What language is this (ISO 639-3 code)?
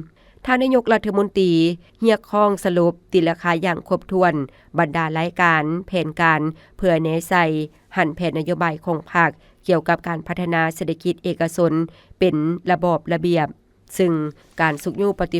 lao